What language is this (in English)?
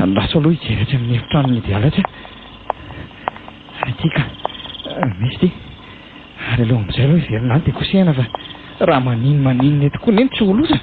Malagasy